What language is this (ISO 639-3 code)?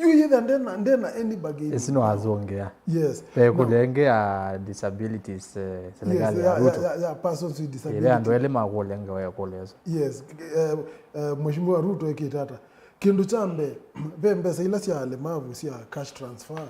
kam